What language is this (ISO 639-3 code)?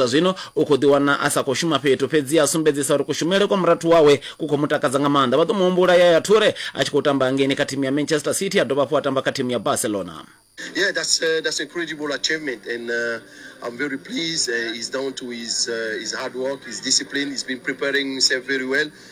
ven